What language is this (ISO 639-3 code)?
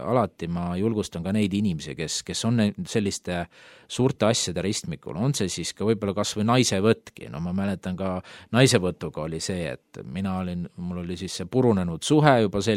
est